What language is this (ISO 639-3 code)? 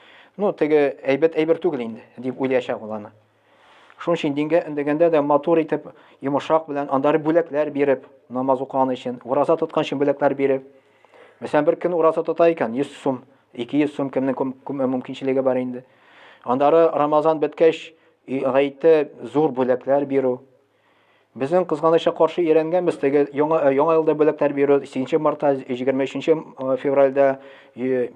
tat